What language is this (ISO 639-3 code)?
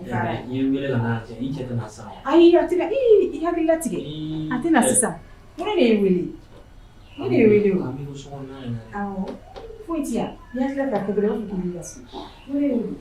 bam